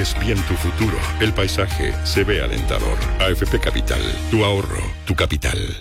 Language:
Spanish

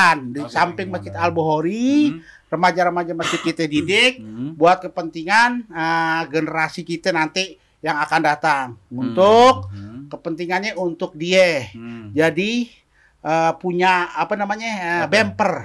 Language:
Betawi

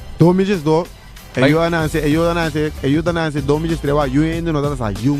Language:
Papiamento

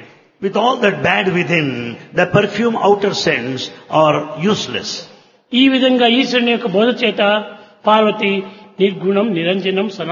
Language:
Telugu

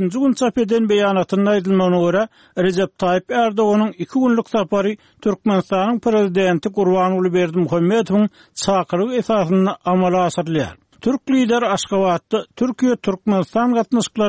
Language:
Turkmen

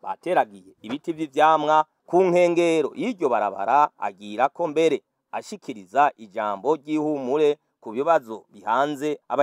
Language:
Rundi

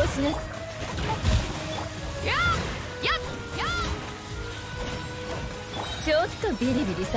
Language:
Japanese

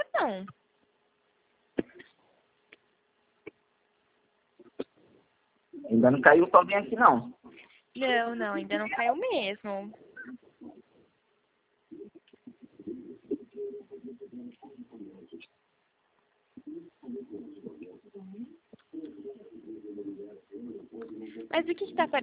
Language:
Portuguese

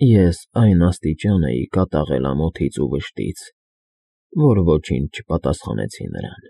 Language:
Armenian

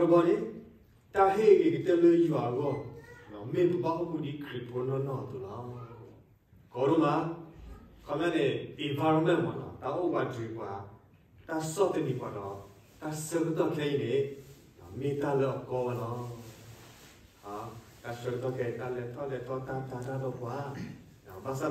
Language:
S'gaw Karen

